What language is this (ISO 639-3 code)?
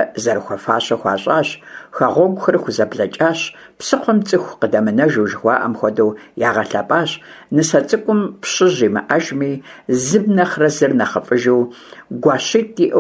kbd